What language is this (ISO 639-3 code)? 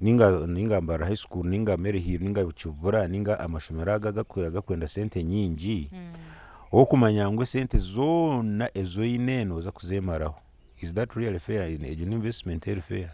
nyn